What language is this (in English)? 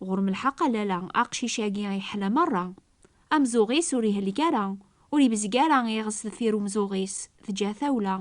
Kabyle